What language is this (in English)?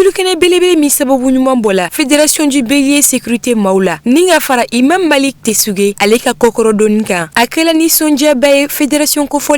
Bambara